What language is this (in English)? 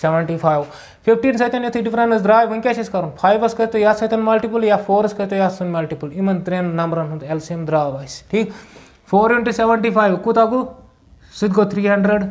Kashmiri